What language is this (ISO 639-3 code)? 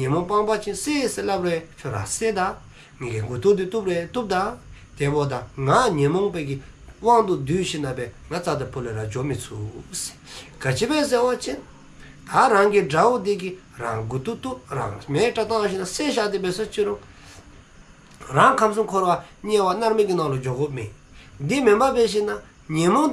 dzo